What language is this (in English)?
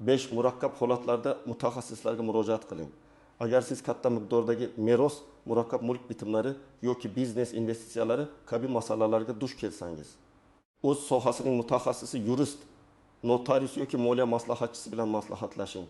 Uzbek